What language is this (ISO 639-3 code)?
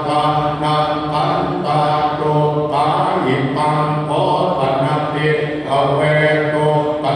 pli